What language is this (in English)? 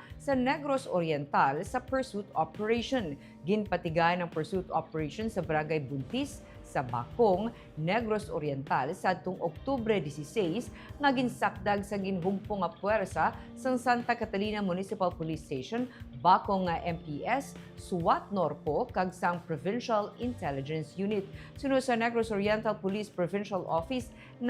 Hiligaynon